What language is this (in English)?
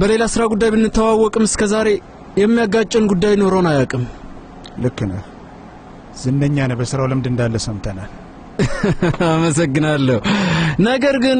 Amharic